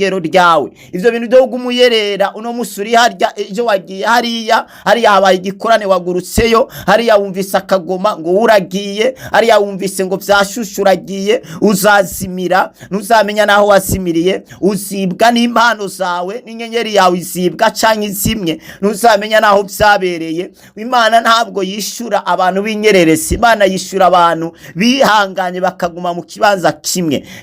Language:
Rundi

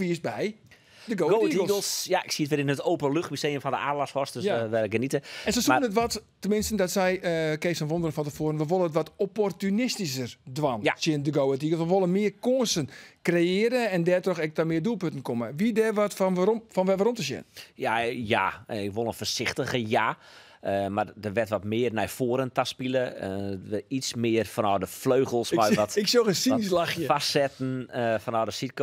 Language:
Western Frisian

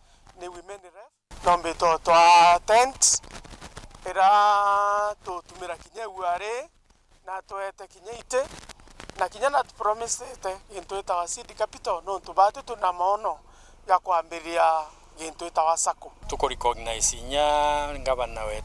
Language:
Meru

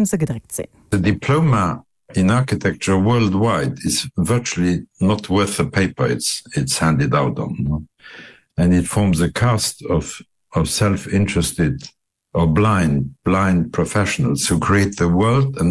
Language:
Luxembourgish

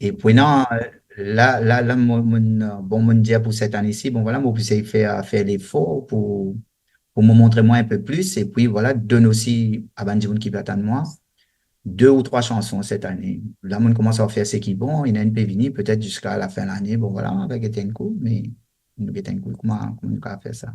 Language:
Morisyen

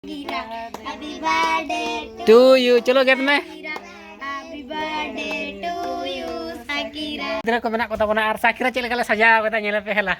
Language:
Santali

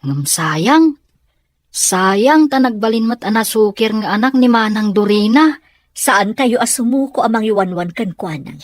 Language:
Iloko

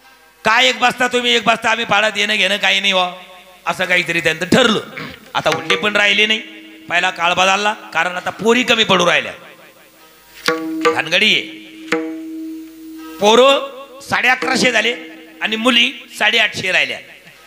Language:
Marathi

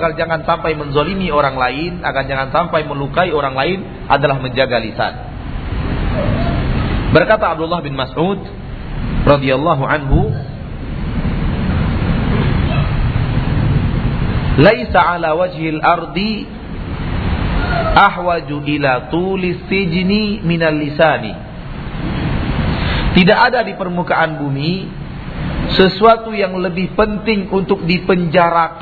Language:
Indonesian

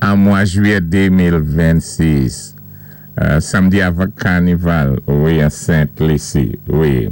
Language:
Saint Lucian Creole French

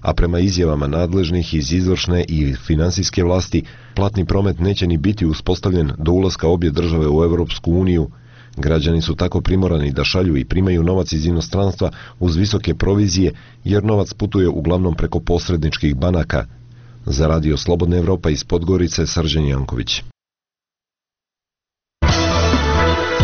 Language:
Serbian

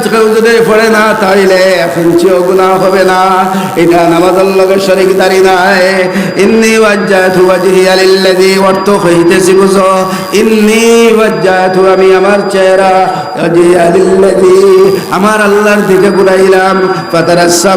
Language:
Sylheti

